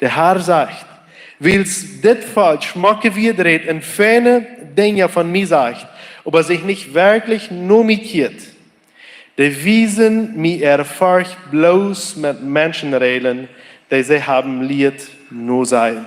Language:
Plautdietsch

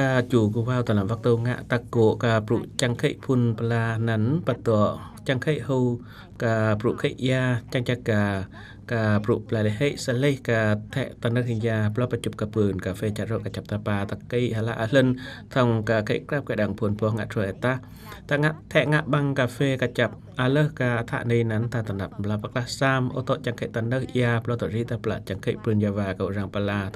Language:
Eastern Cham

